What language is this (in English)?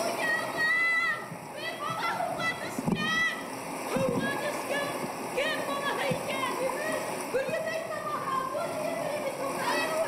Bashkir